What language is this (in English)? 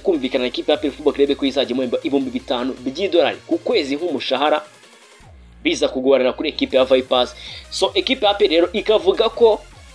Kinyarwanda